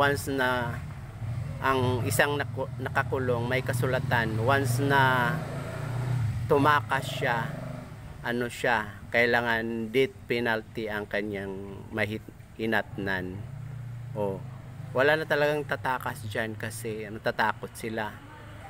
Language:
Filipino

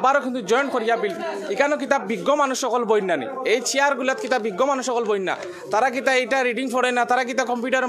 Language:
Sylheti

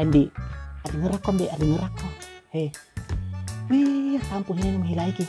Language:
Buginese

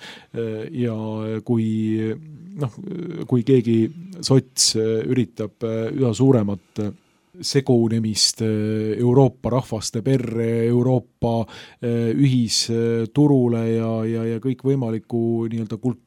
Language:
Estonian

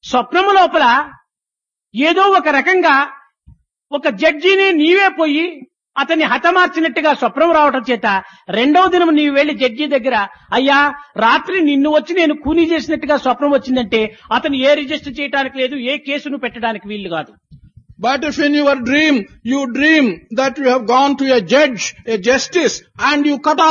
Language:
Telugu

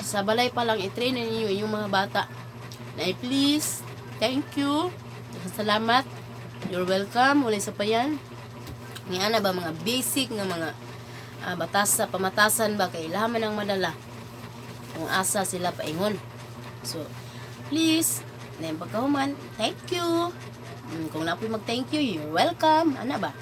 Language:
Cebuano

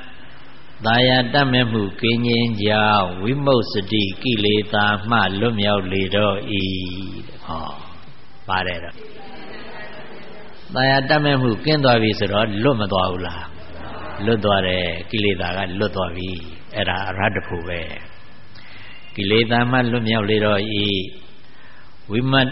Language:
Burmese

